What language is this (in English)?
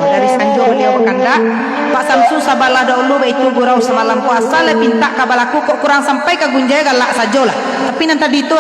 Minangkabau